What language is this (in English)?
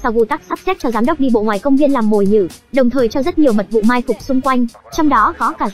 Vietnamese